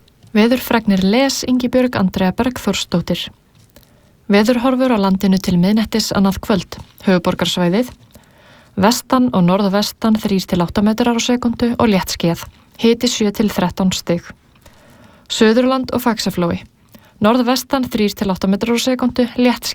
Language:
Icelandic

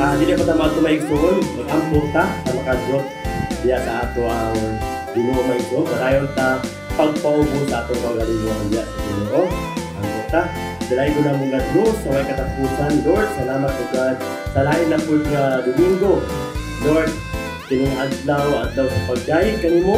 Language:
Cebuano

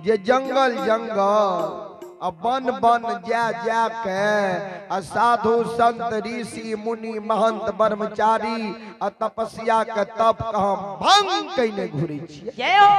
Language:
Maithili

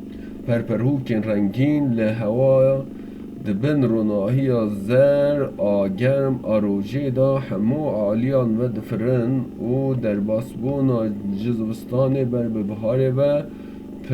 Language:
Kurdish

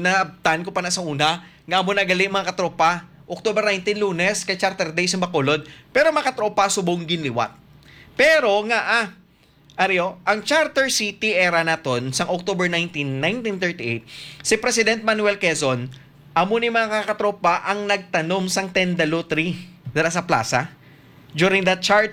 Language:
Hiligaynon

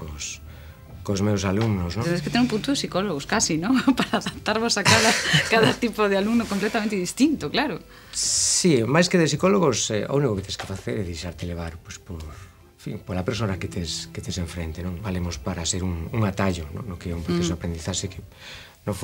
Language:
Galician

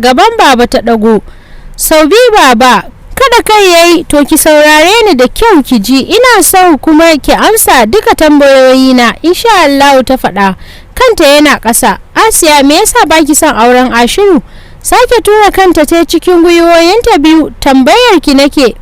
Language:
Hausa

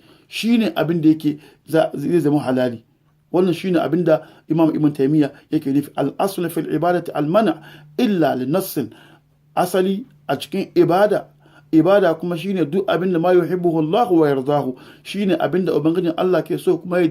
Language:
Hausa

